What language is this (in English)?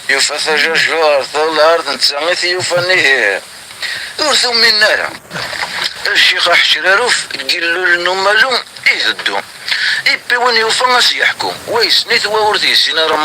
Kabyle